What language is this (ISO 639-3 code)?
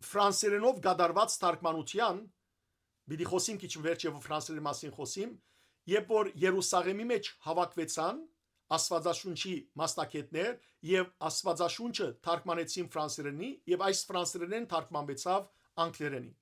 hyw